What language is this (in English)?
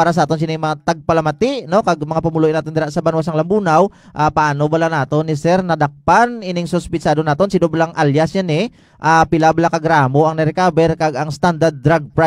Hiligaynon